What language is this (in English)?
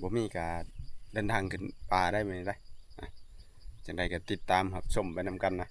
Northeastern Thai